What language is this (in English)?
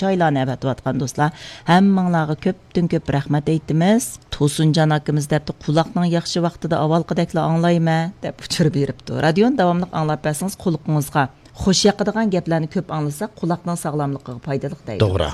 Uyghur